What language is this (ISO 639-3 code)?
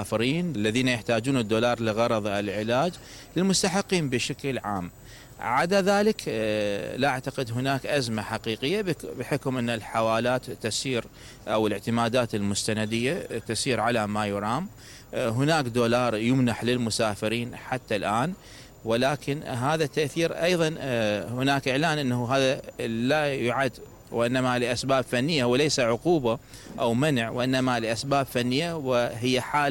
acm